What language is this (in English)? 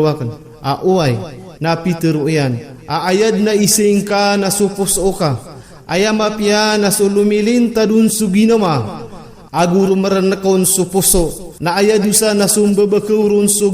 Maranao